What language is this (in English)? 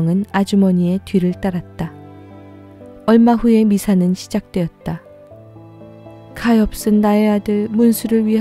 Korean